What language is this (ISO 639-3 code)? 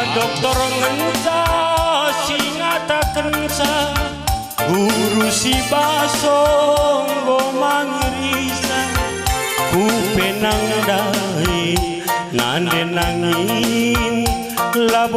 btx